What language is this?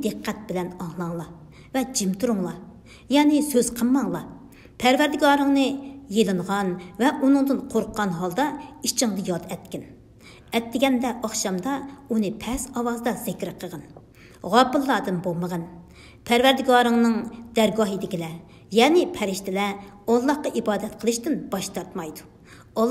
Uyghur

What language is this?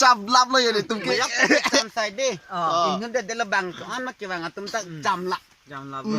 Karbi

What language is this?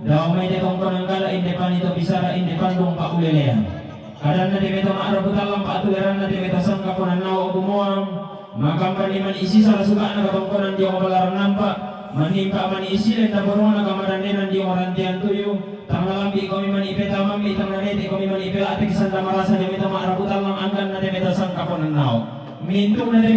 Toraja-Sa'dan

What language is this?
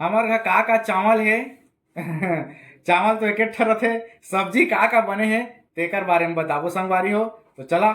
Chhattisgarhi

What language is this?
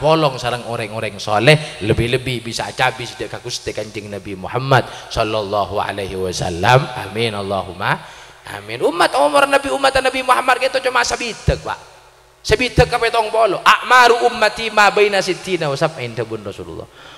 Madurese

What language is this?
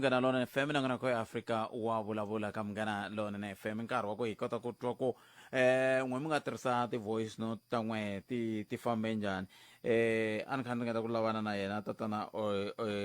Tsonga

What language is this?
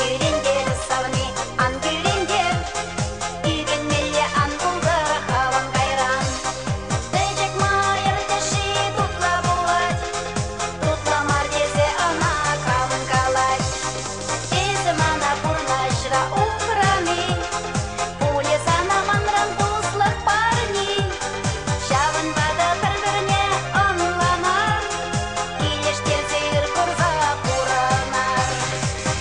Chuvash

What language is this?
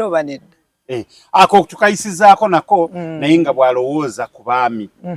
Ganda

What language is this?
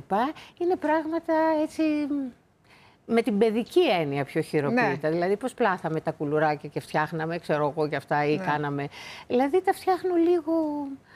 Greek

